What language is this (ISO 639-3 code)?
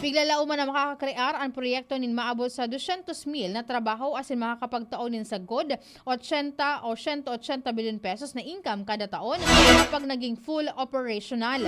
bik